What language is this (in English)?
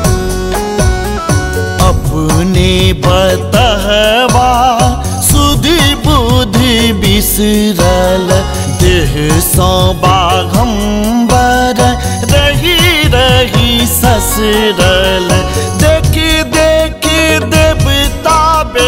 Maithili